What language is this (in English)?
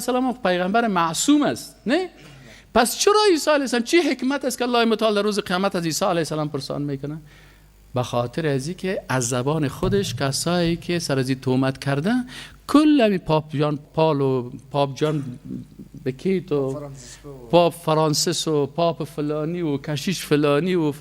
Persian